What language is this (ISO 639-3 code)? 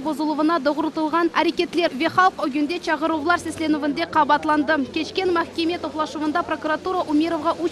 crh